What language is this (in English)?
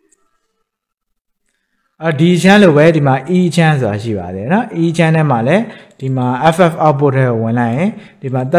Burmese